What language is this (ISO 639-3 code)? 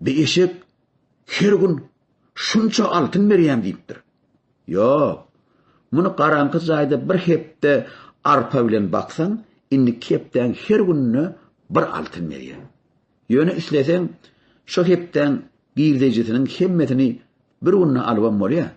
tuk